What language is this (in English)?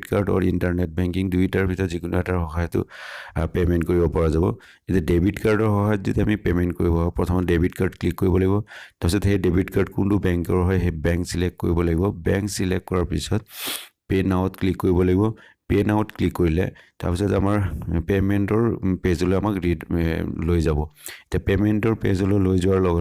Assamese